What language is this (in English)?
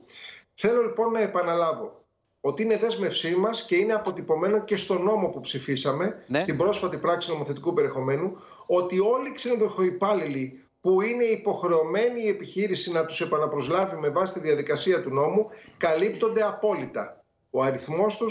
Greek